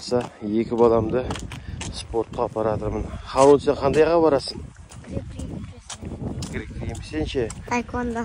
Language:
Kazakh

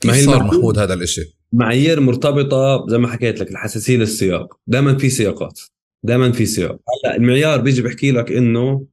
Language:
North Levantine Arabic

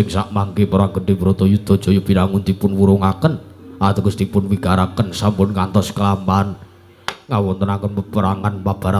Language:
Javanese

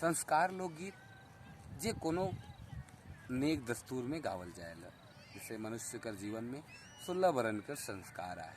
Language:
Sadri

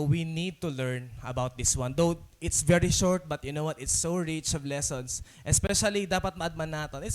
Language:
Waray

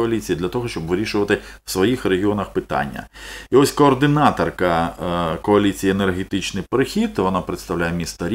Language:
Ukrainian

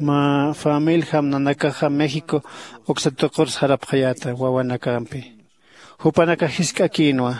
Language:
Aymara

